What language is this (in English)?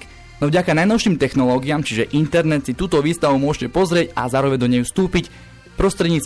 Slovak